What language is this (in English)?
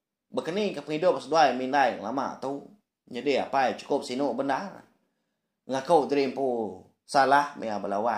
Iban